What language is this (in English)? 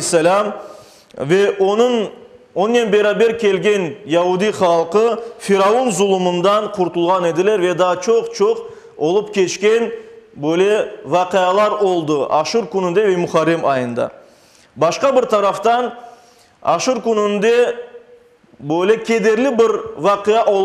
Crimean Tatar